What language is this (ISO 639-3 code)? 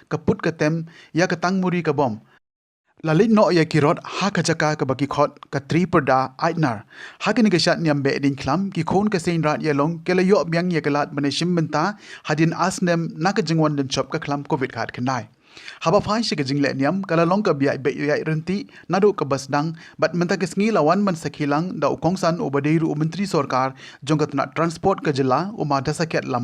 kha